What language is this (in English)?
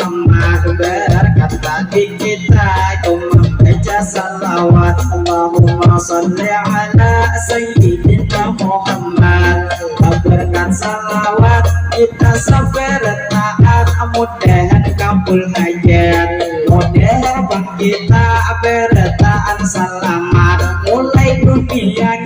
Banjar